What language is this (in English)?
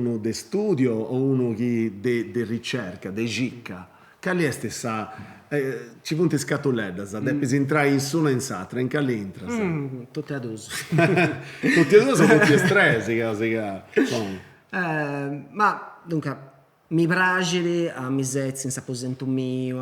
Sardinian